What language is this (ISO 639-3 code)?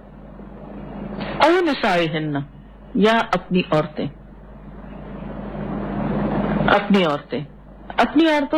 urd